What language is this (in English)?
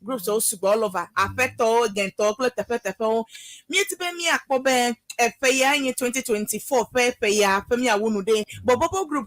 Ewe